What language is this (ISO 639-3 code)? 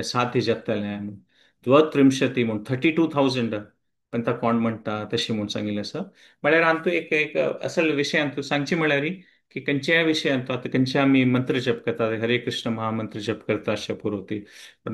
kok